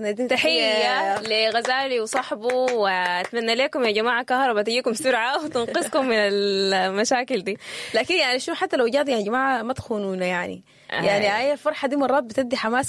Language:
Sudanese Arabic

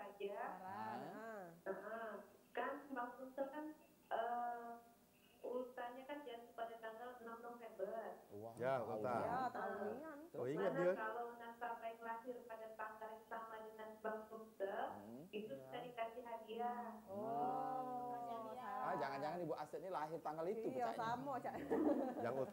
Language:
Musi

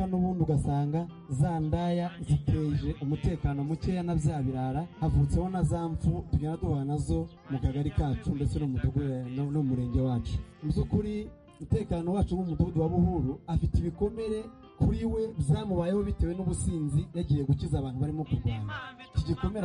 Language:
Kinyarwanda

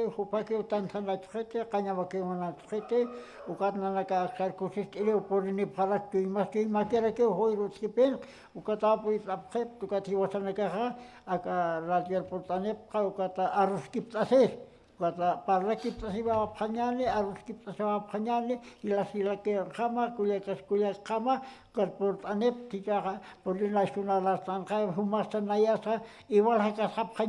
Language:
Aymara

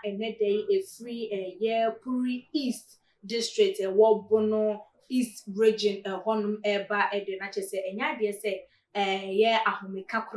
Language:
Akan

